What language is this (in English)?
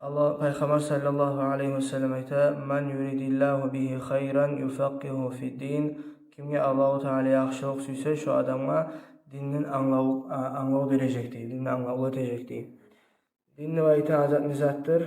Kumyk